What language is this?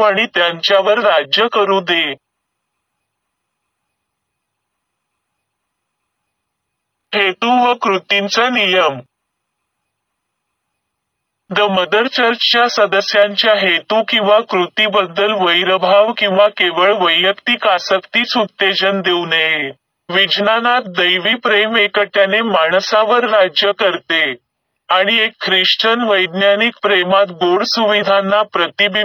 Marathi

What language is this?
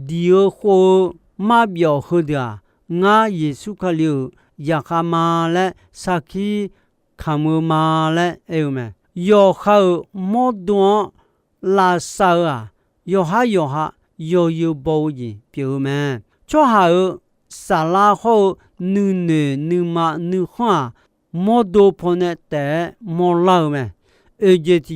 Akha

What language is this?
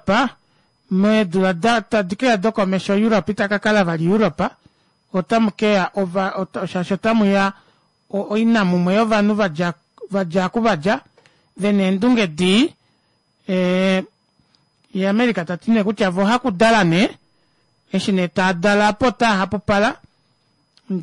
Kuanyama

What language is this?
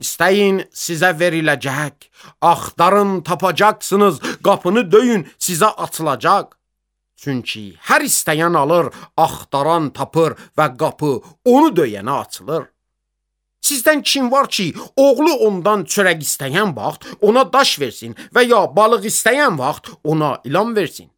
Azerbaijani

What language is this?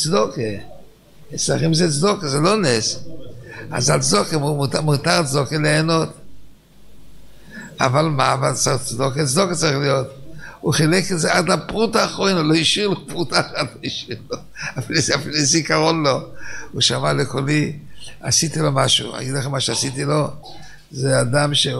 Hebrew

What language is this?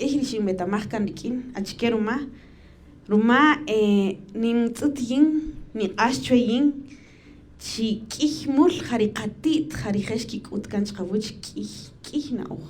Kaqchikel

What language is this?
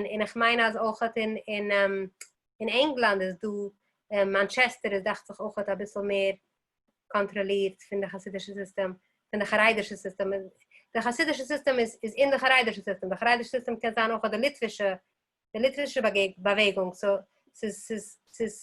Yiddish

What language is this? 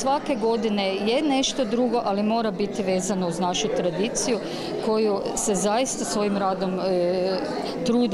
Croatian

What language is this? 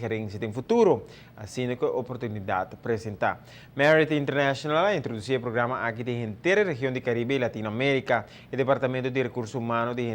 Papiamento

